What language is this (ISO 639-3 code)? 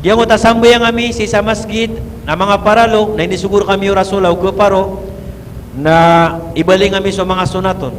mrw